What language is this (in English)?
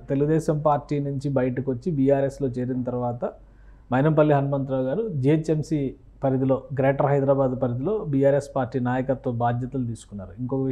Telugu